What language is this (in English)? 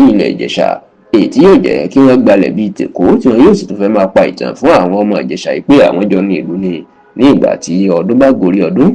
Yoruba